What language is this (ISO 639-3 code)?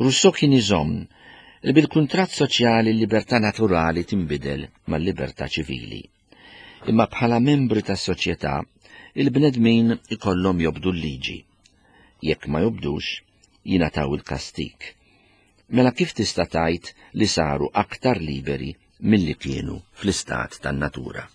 mlt